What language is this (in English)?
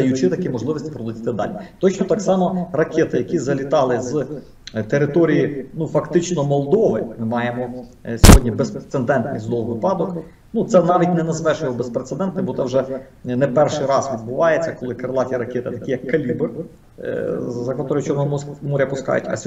Ukrainian